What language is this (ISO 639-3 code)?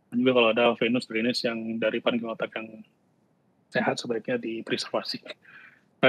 ind